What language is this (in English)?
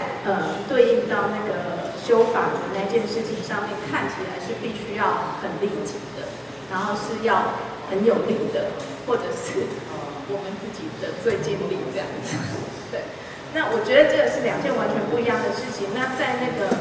Chinese